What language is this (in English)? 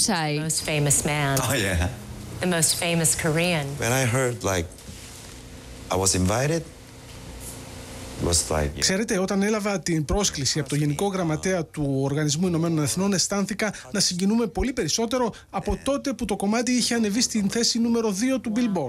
Greek